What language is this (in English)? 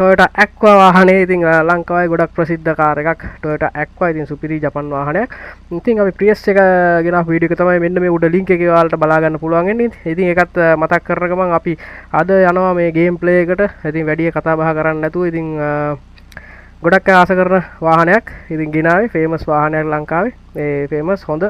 Sinhala